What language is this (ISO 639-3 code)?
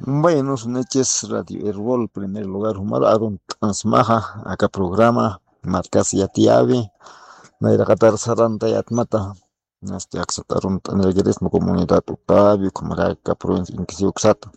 aym